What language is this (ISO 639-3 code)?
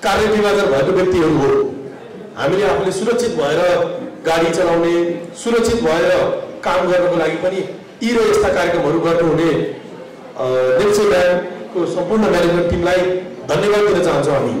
nep